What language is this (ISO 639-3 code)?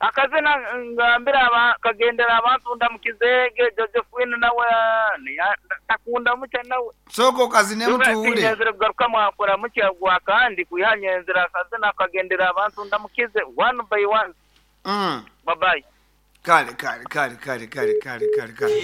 nyo